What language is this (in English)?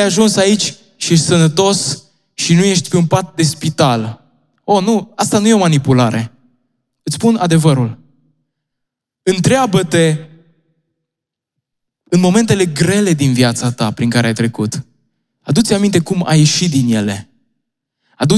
Romanian